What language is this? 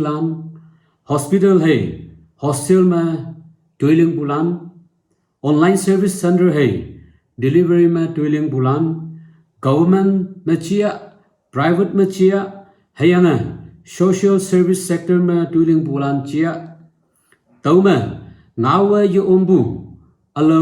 Naga Pidgin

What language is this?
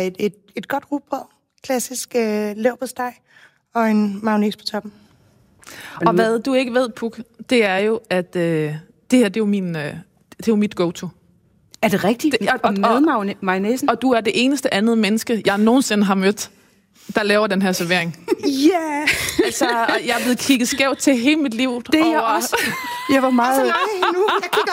Danish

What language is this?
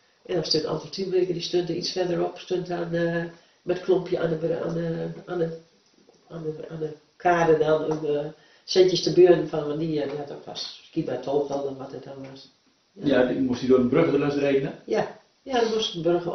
Dutch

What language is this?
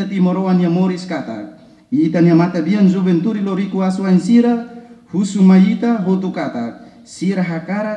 Tetum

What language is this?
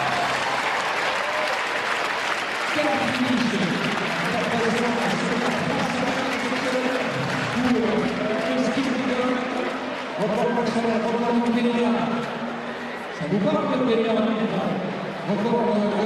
French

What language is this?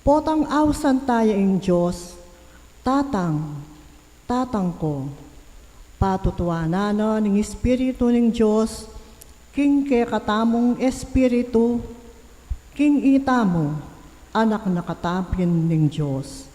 Pampanga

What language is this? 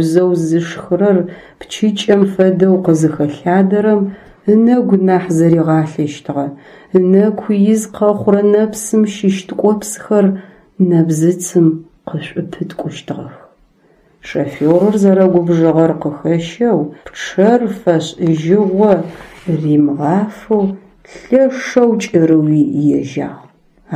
Adyghe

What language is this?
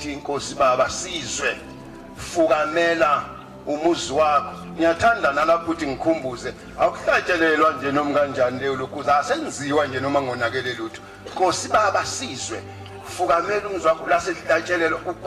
Zulu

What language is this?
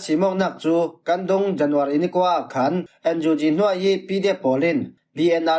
Falam Chin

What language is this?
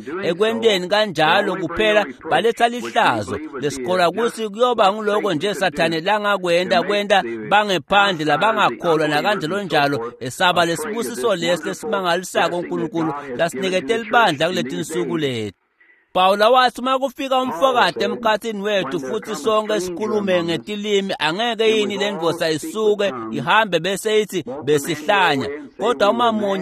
Swati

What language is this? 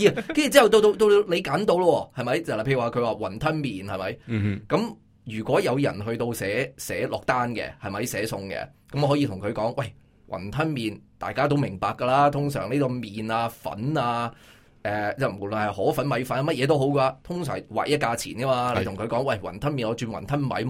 Cantonese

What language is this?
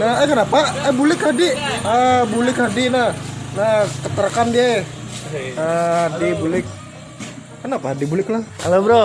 Banjar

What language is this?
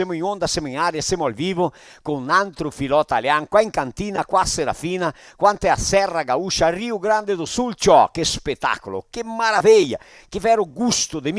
Venetian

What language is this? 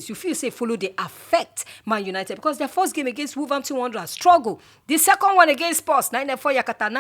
Nigerian Pidgin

